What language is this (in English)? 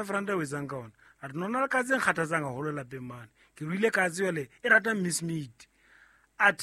Southern Sotho